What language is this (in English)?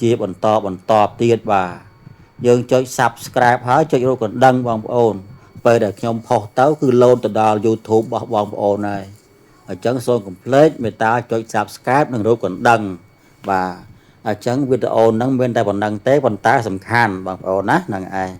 Khmer